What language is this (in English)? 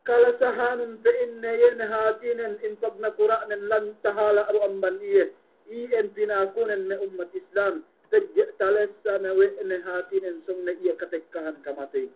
Yakan